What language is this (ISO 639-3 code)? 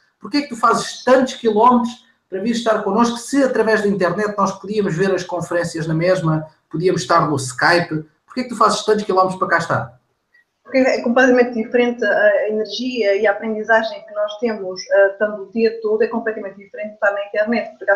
por